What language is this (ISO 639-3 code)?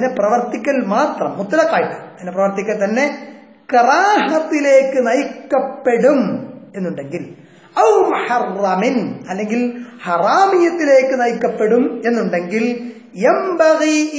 mal